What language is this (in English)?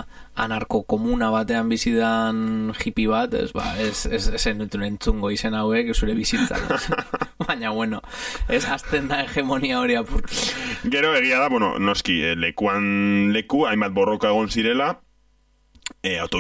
Basque